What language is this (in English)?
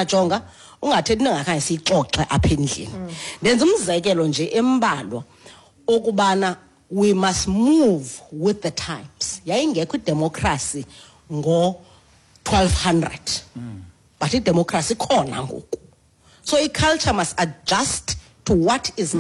Xhosa